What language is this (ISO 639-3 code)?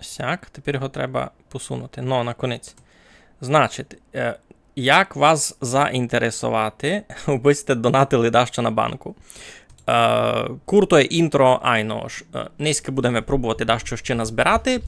rue